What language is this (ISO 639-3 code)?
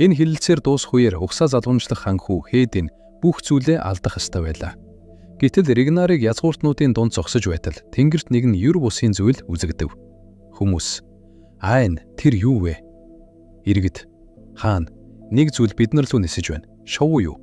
mon